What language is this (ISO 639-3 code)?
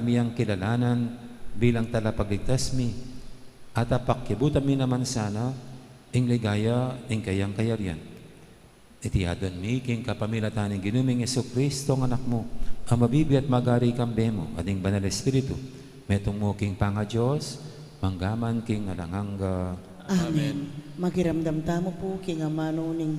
pam